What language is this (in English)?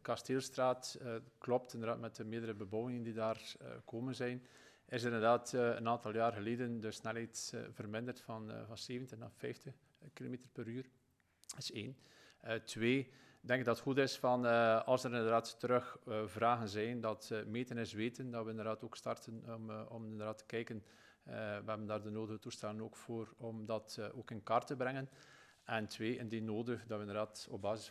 Dutch